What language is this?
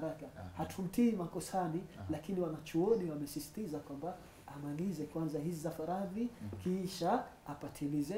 Swahili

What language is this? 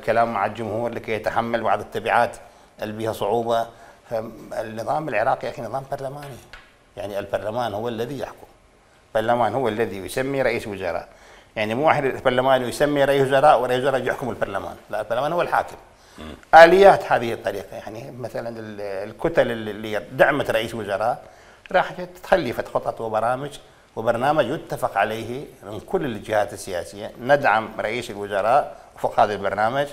Mesopotamian Arabic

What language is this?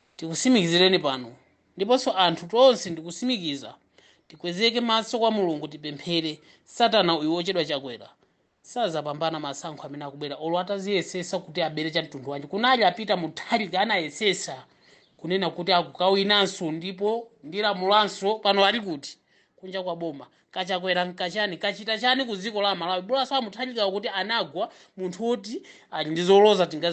Nyanja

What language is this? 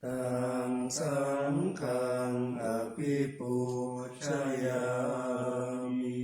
Pali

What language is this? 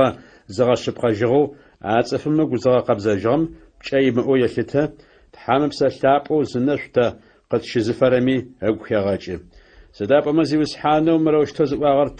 Adyghe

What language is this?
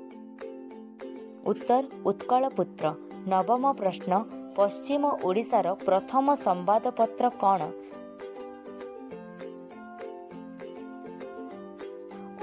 Odia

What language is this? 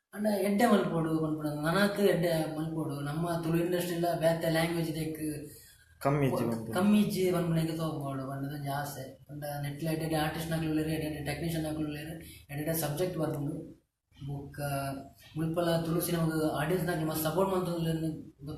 Tulu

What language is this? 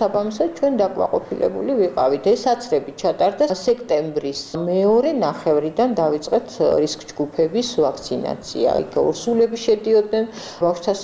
Georgian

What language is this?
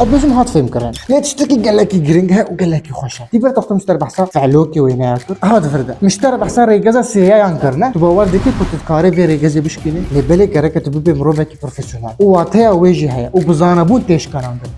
Kurdish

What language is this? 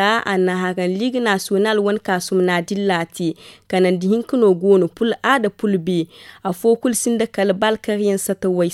Zarma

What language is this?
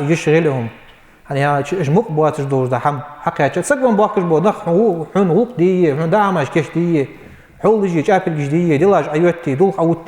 Ingush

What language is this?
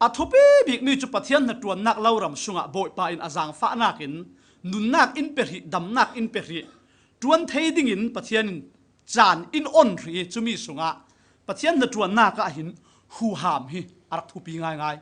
Falam Chin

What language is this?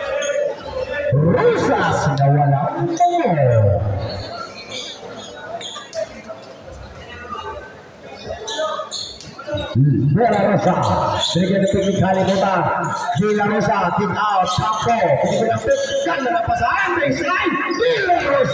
Filipino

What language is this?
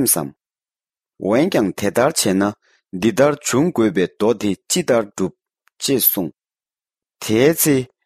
Tibetan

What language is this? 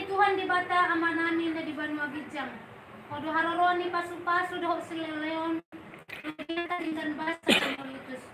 Batak Toba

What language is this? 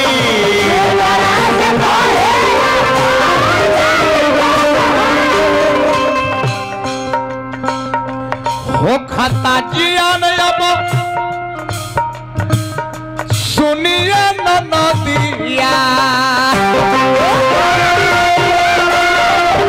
Bhojpuri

